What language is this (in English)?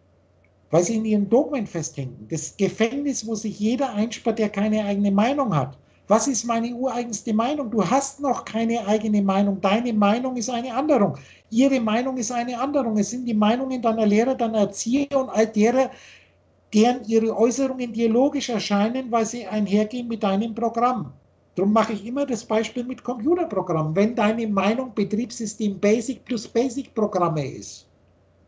German